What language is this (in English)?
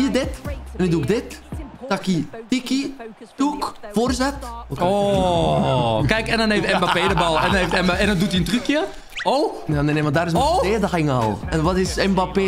Dutch